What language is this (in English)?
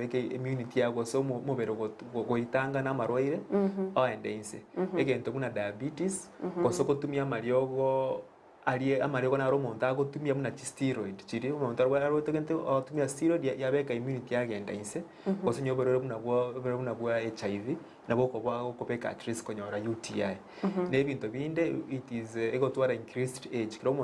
Gusii